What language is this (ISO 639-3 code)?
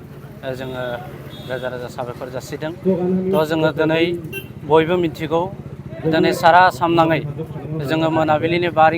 brx